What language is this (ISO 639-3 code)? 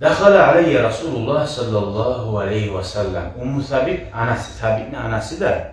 kum